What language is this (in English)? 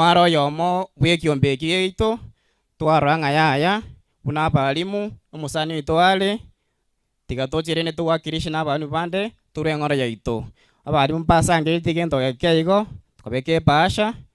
Gusii